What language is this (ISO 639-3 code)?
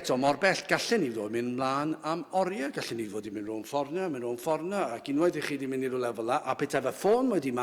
cym